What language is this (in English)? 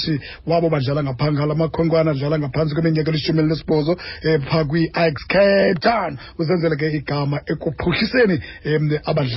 Xhosa